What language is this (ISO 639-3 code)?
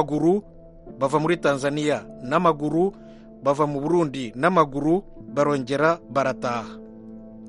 kin